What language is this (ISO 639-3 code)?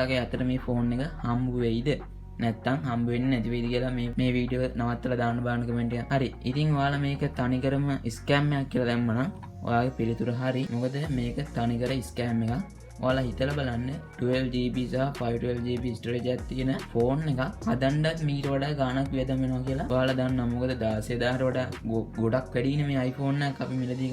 sin